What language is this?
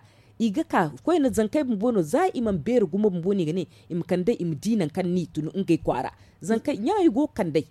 Zarma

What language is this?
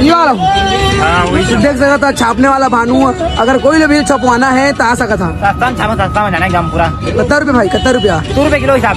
Chhattisgarhi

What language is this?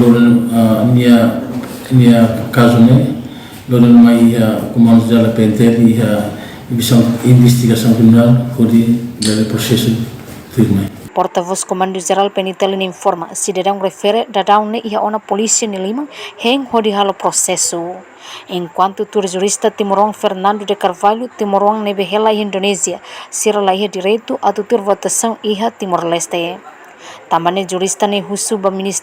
Tetum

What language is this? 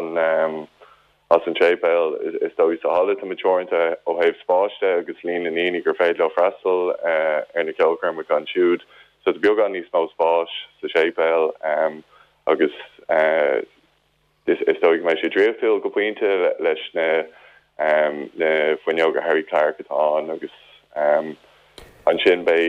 Irish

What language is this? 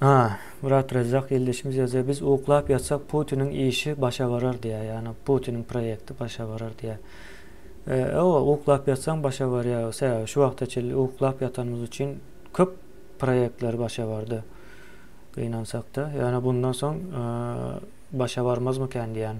Turkmen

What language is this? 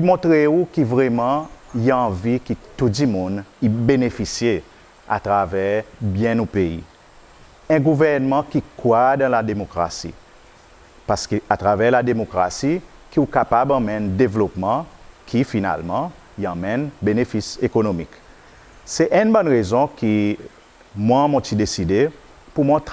Seselwa Creole French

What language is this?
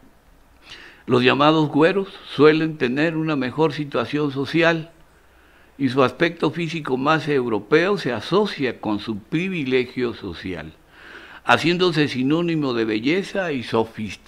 Spanish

